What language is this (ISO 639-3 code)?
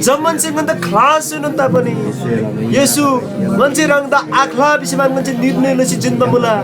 taj